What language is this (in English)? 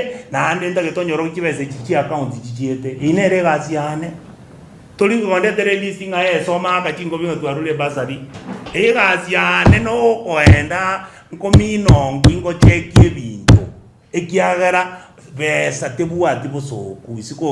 Gusii